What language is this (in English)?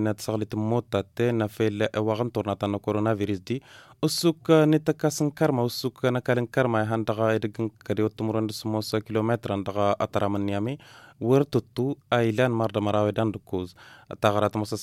Tamasheq